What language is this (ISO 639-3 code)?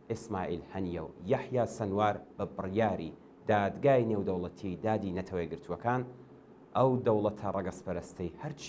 ckb